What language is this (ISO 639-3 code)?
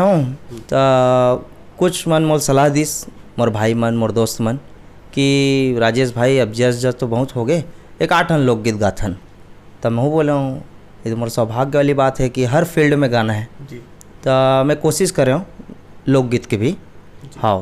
hne